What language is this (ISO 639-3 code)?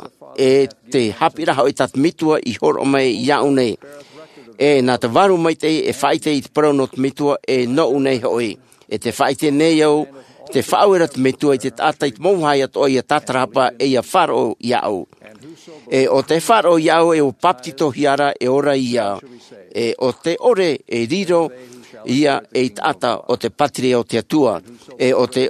tah